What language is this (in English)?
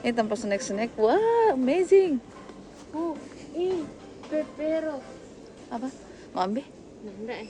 Manado Malay